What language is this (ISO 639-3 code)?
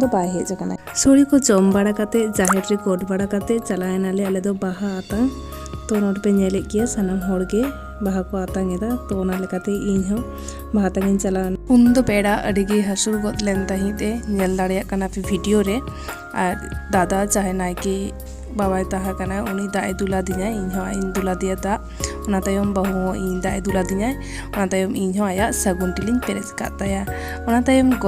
sat